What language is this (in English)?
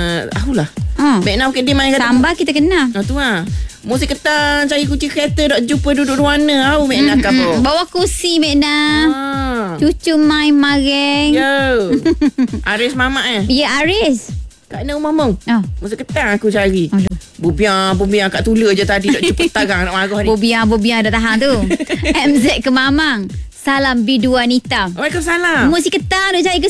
Malay